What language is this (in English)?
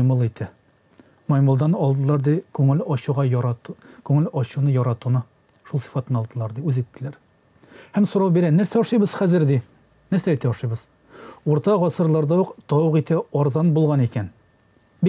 Tatar